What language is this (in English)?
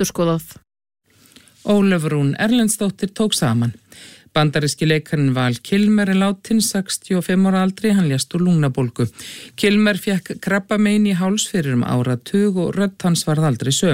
Icelandic